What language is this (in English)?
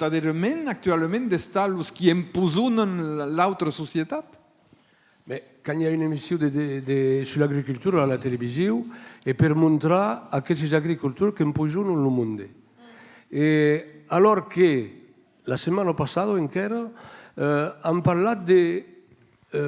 Occitan